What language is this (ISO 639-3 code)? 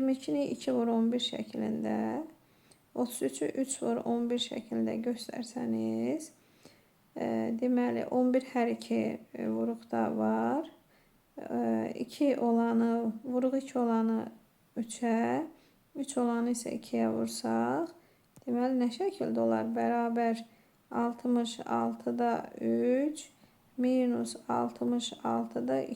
aze